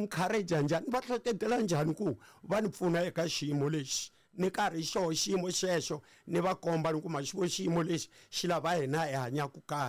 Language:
Tsonga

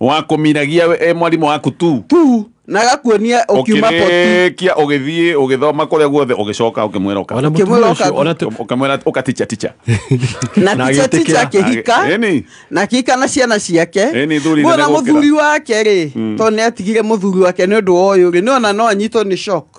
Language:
Kikuyu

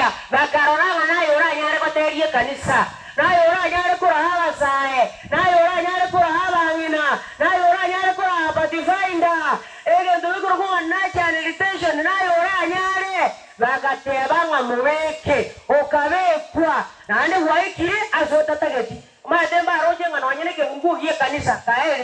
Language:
Gusii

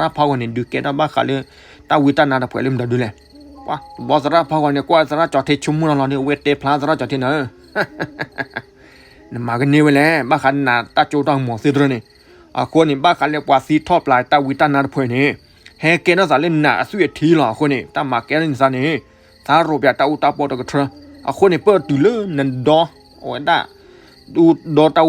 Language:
S'gaw Karen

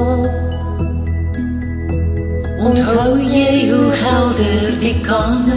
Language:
Afrikaans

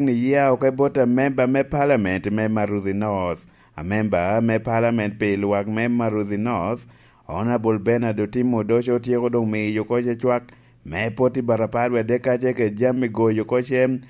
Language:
Lango (Uganda)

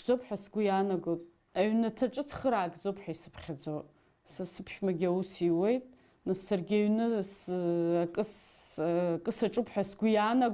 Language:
Abkhazian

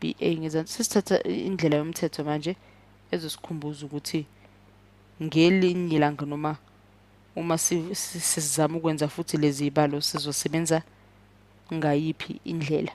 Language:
Zulu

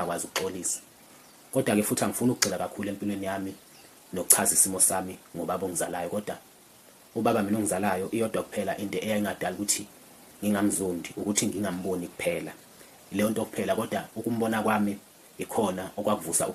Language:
Zulu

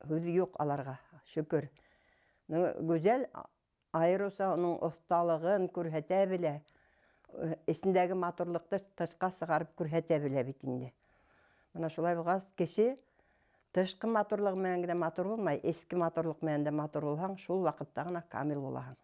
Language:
Bashkir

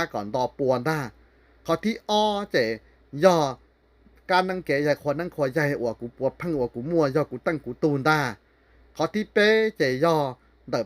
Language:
Hmong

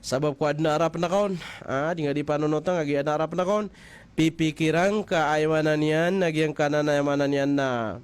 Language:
Maranao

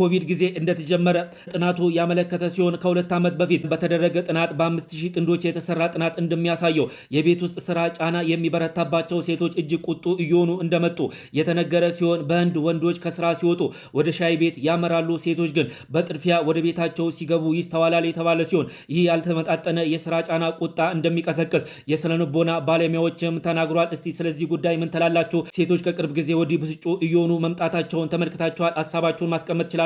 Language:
Amharic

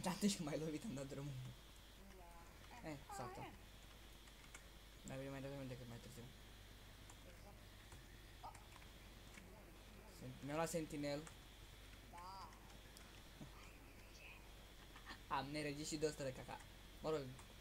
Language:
Romanian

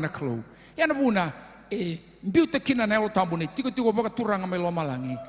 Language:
Fijian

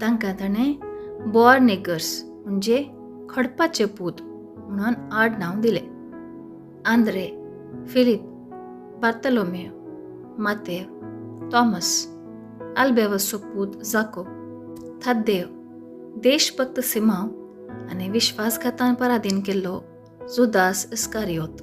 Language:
Konkani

